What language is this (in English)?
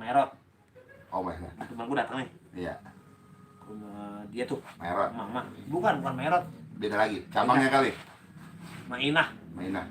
Betawi